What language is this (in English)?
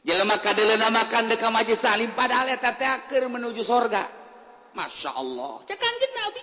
Sundanese